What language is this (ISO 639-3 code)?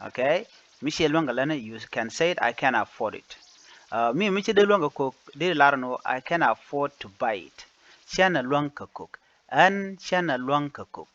nus